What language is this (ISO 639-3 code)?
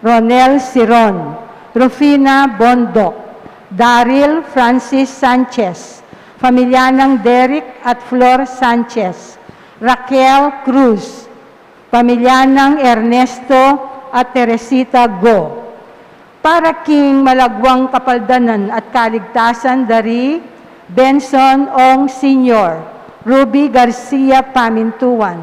pam